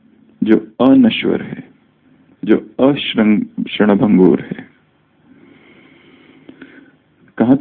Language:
Hindi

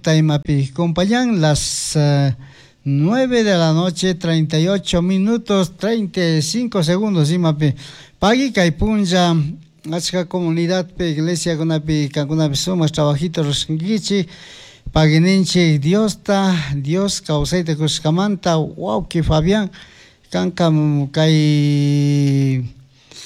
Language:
Chimborazo Highland Quichua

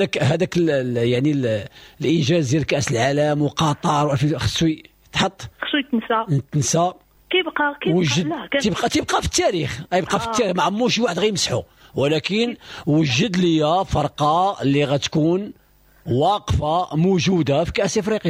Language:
Moroccan Arabic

